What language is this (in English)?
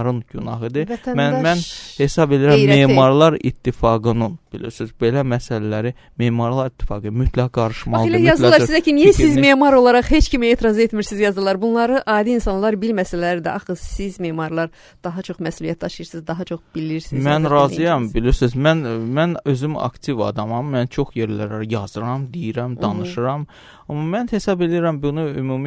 Azerbaijani